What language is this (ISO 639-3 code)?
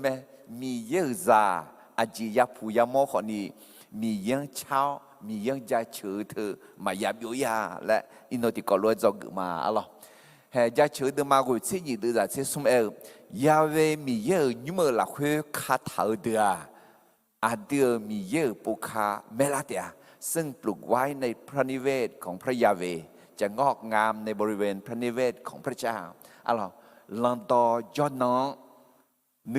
ahk